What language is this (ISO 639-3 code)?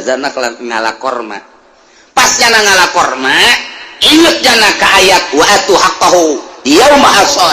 sun